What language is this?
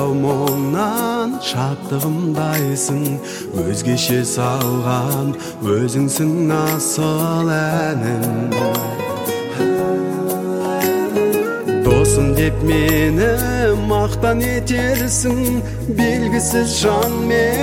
Kazakh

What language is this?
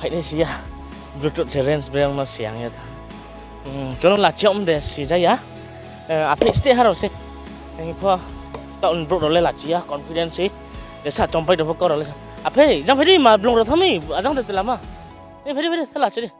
Riang (India)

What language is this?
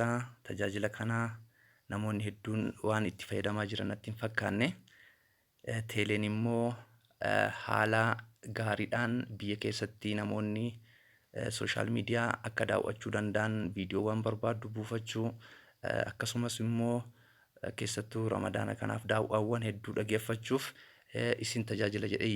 Oromo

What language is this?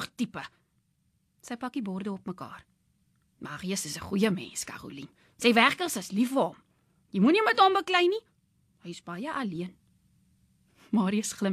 Afrikaans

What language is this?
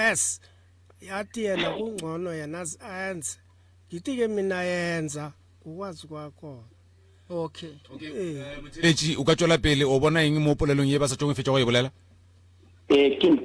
Northern Sotho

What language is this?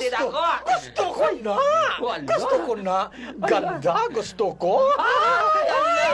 Hiligaynon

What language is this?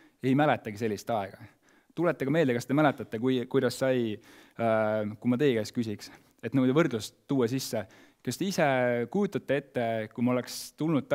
Estonian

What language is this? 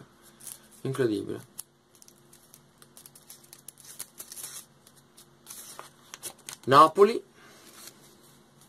Italian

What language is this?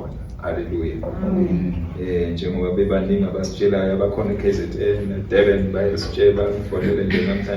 Zulu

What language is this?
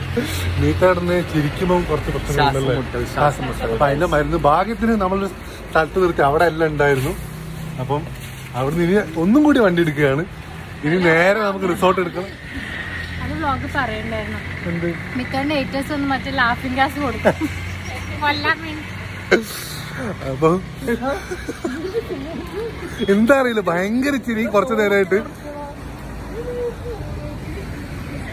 Malayalam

